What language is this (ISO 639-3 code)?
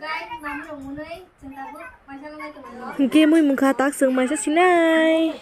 trp